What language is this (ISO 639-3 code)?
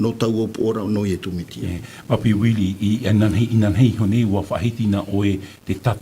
tah